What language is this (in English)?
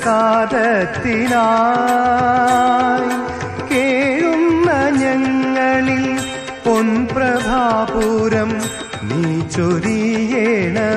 Malayalam